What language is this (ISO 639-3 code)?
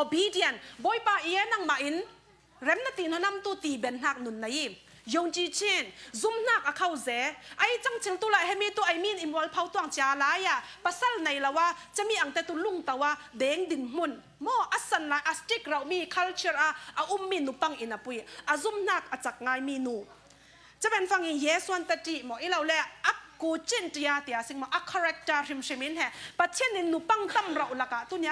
cfm